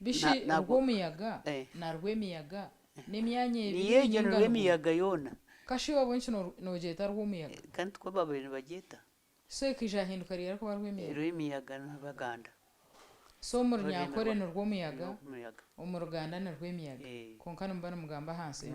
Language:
Nyankole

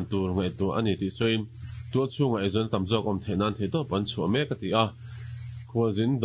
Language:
Mizo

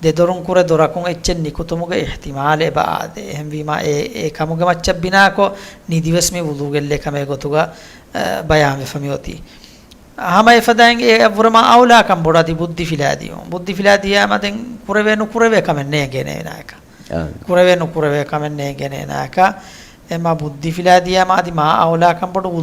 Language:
Divehi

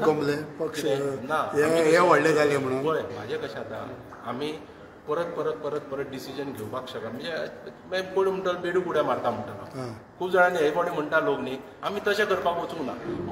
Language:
Konkani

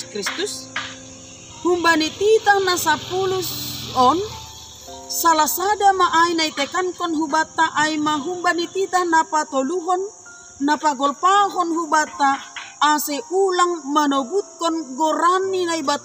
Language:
Batak Simalungun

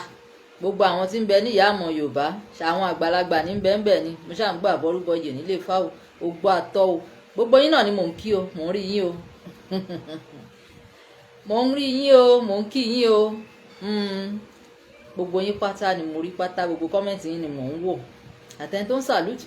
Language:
Yoruba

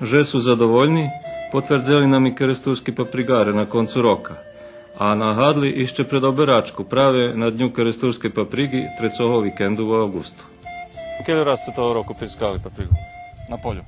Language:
Rusyn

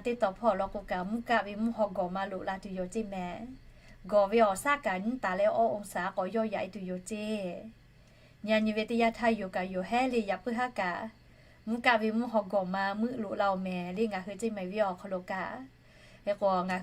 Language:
Lahu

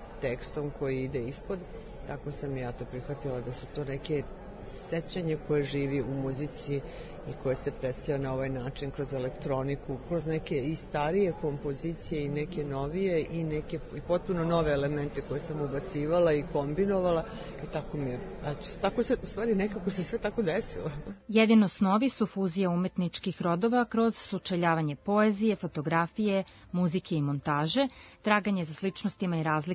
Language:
Serbian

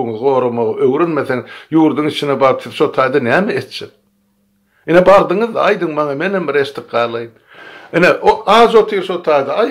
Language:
Turkmen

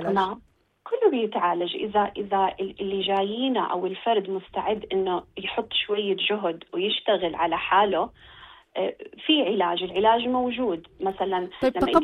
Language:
North Levantine Arabic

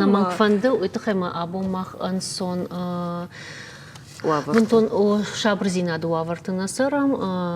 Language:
Ossetic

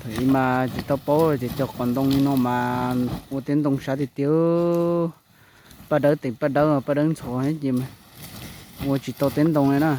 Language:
Hmong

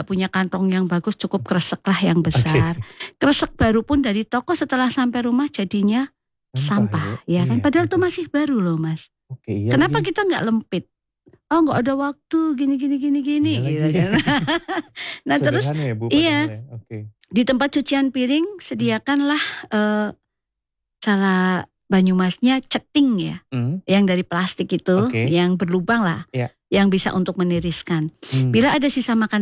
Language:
Indonesian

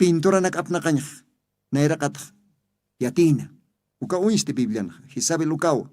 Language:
Aymara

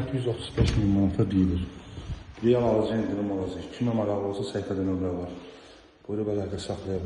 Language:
Azerbaijani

